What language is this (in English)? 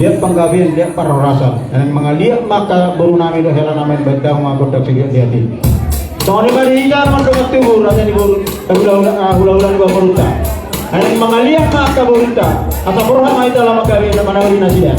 Batak Toba